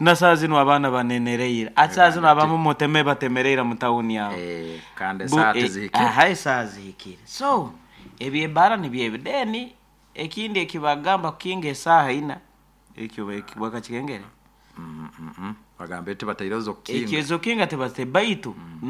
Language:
Nyoro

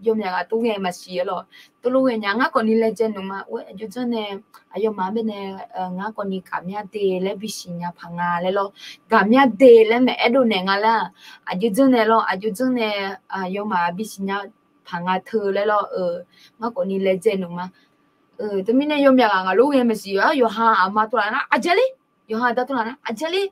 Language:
Akha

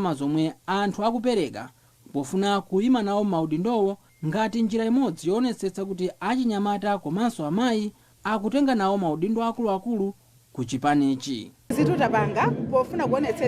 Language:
Nyanja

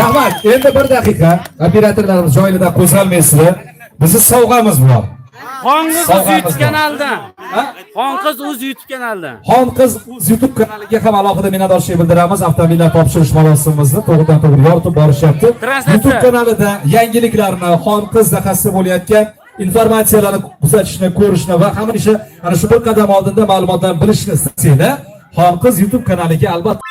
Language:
Uzbek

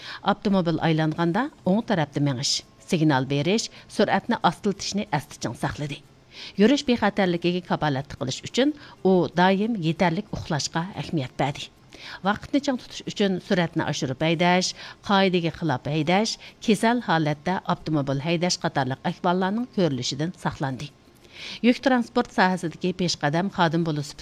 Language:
Uyghur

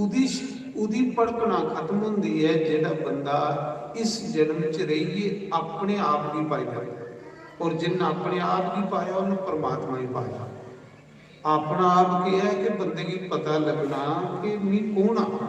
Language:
Dogri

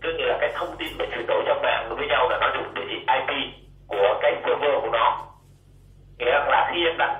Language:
Vietnamese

